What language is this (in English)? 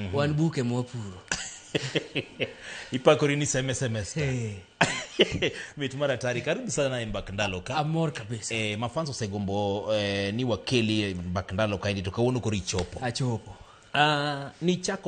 Luo (Kenya and Tanzania)